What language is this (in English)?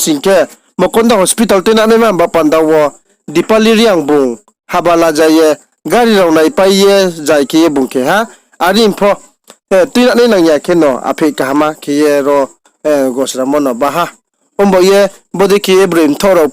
Riang (India)